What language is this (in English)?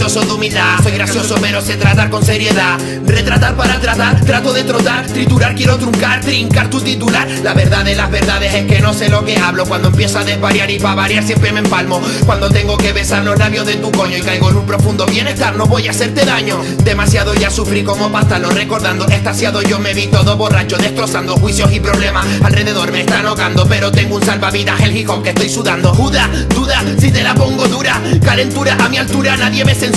Spanish